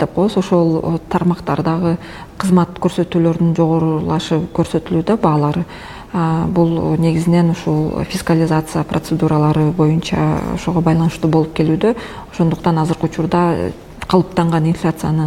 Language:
Kyrgyz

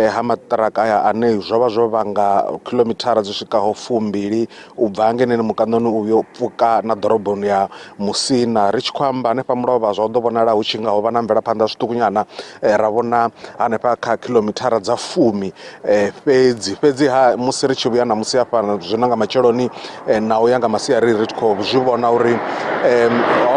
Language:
Venda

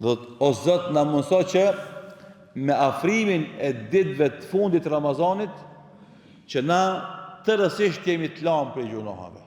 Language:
Albanian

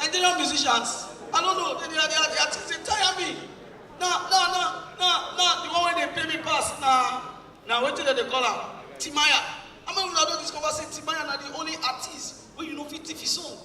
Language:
Nigerian Pidgin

